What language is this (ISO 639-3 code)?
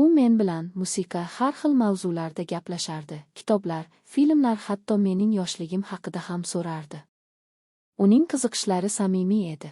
uzb